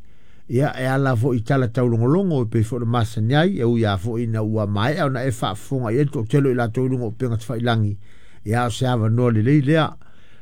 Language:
Samoan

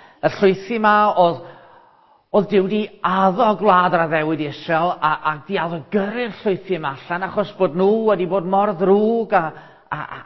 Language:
Welsh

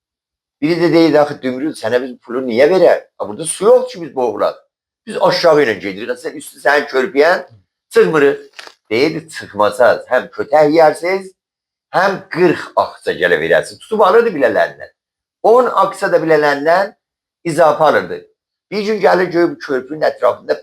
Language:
Azerbaijani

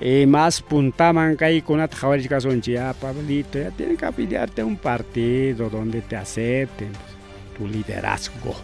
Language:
Ayacucho Quechua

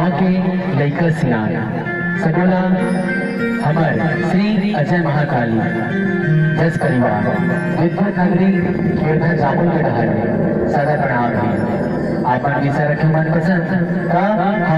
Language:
Chhattisgarhi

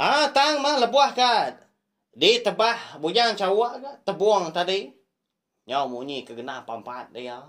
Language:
Iban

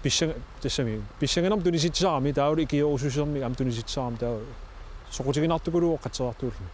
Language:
Kalaallisut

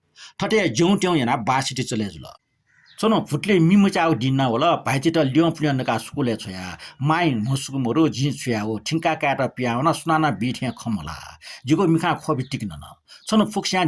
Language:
Newari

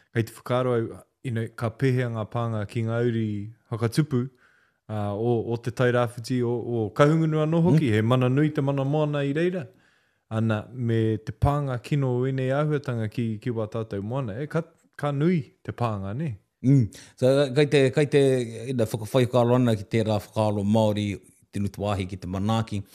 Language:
Māori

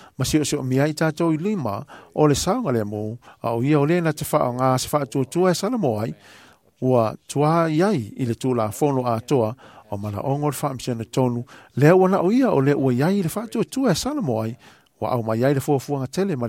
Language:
Samoan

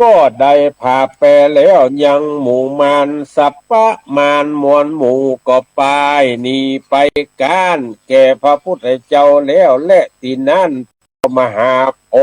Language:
Northern Thai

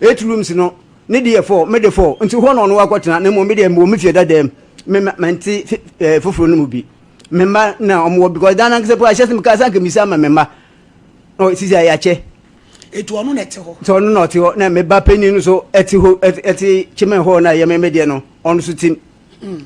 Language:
Akan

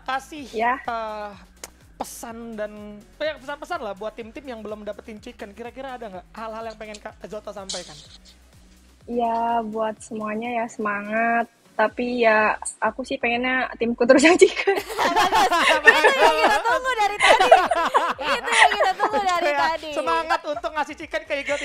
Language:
Indonesian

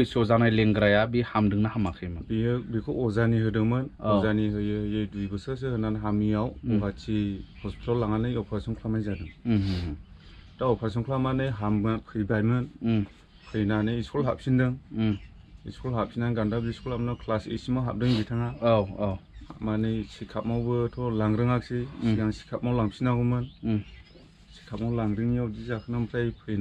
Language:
Bodo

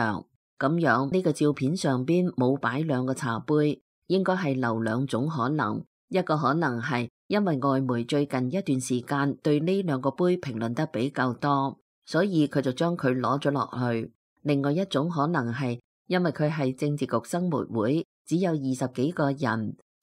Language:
Cantonese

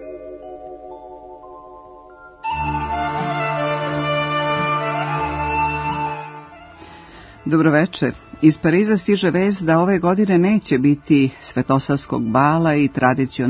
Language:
Serbian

